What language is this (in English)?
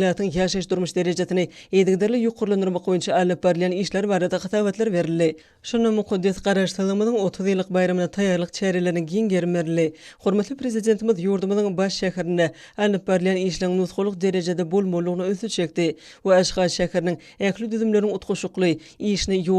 Turkmen